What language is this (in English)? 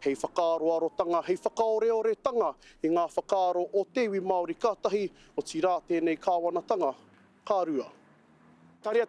Māori